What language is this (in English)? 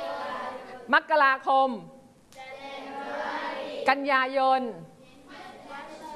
Thai